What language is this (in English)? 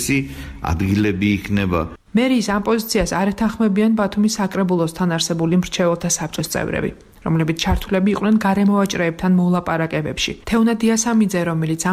Georgian